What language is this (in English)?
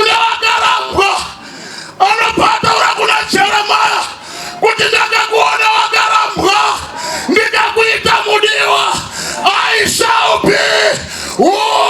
Shona